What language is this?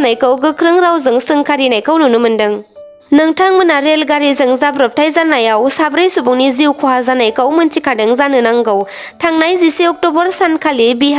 Bodo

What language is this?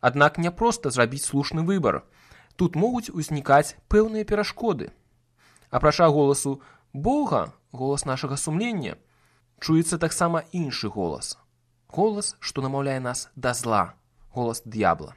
Belarusian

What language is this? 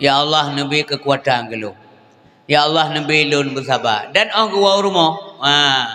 Achinese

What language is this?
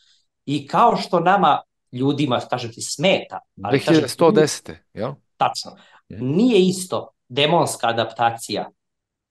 Serbian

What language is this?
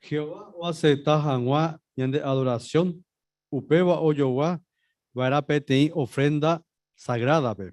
Guarani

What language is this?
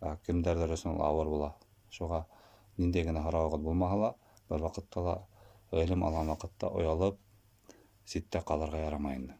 Bashkir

